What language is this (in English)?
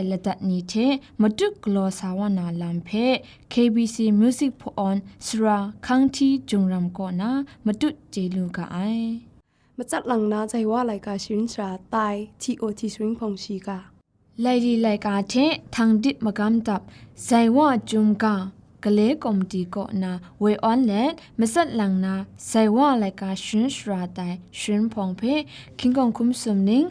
Kachin